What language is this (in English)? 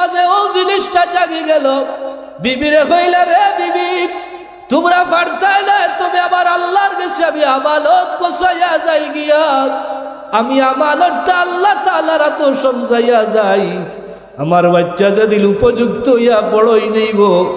Sylheti